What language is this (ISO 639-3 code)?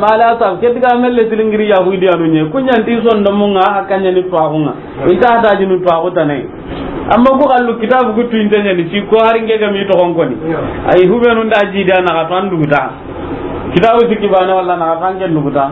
snk